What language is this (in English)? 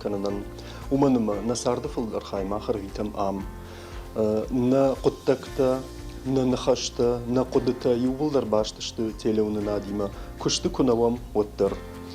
Ossetic